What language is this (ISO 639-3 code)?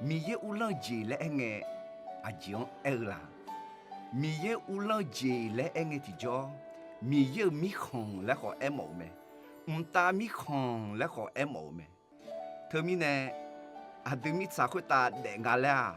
ahk